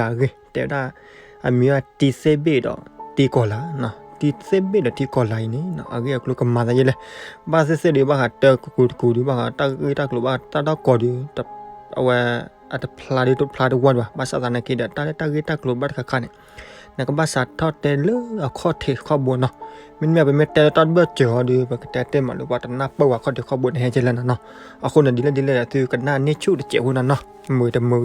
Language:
S'gaw Karen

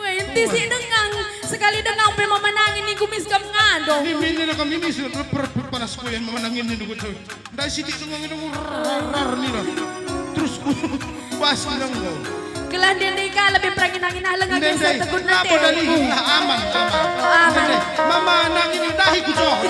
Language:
Batak Karo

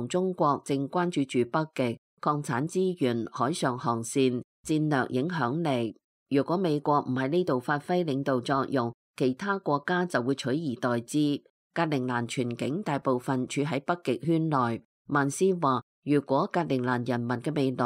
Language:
Cantonese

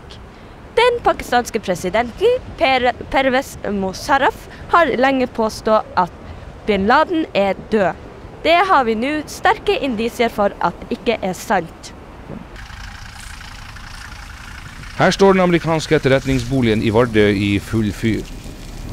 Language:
Norwegian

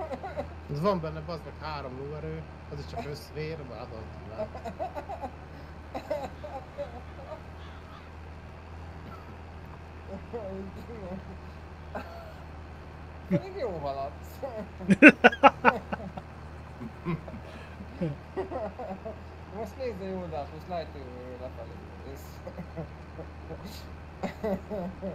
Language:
Hungarian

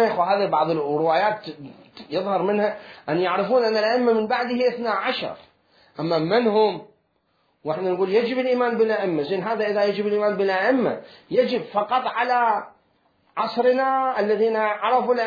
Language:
Mesopotamian Arabic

